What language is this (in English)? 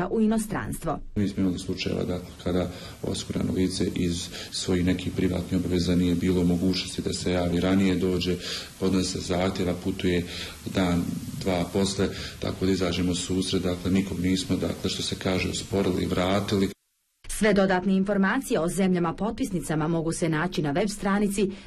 Bosnian